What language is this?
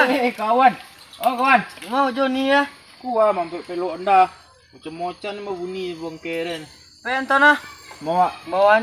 Minangkabau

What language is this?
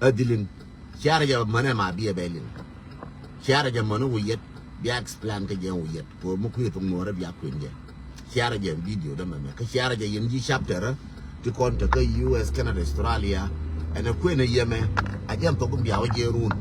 Nuer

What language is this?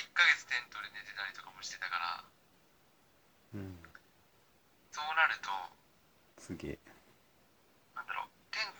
Japanese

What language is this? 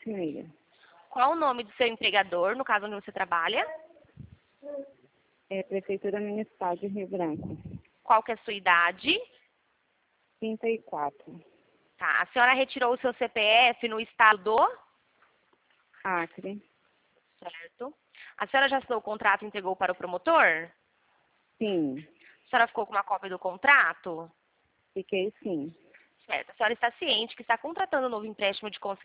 Portuguese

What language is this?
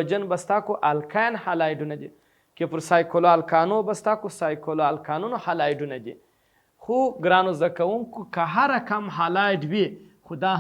Pashto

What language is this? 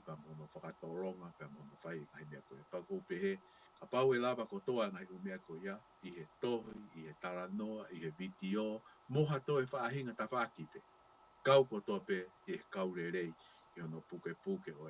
Tongan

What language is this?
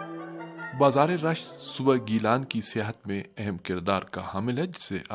Urdu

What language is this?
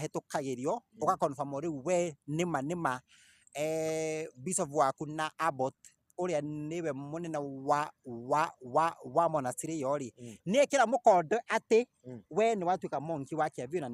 Kikuyu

